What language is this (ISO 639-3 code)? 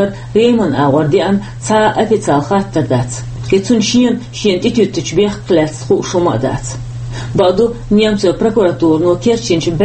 che